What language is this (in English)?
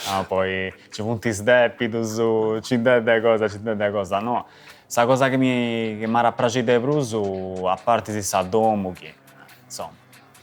Sardinian